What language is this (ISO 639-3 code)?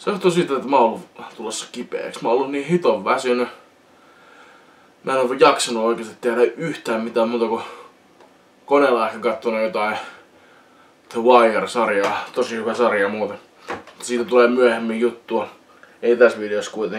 fin